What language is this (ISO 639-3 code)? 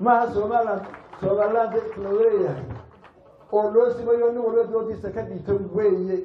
som